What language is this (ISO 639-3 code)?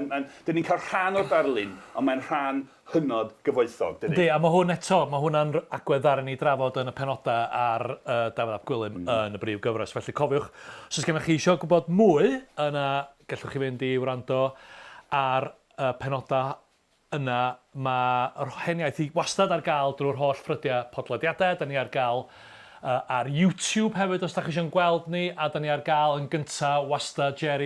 cym